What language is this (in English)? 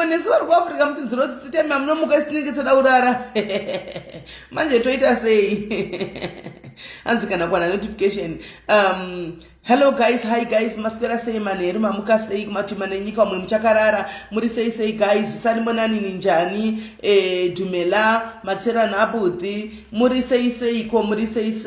Shona